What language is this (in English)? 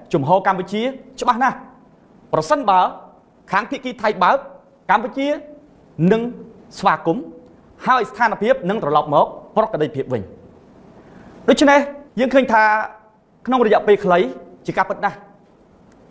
Khmer